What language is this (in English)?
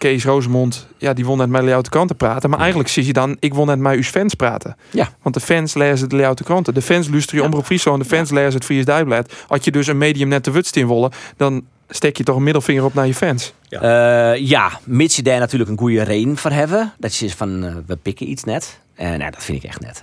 Western Frisian